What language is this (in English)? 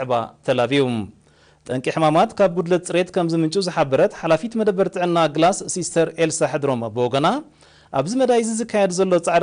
Tigrinya